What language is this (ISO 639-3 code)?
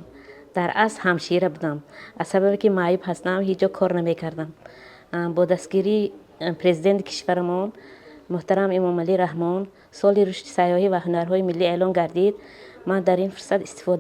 tgk